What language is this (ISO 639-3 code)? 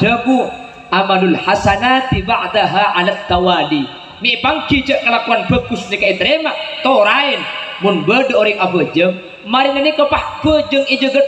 mad